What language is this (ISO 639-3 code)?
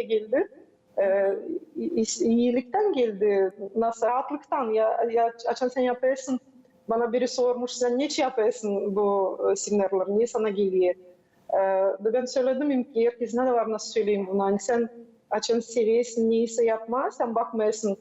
gag